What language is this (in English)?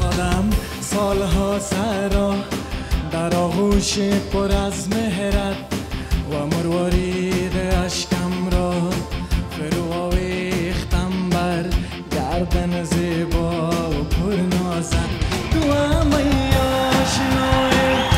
Persian